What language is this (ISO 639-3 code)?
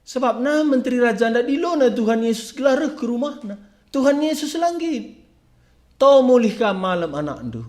btx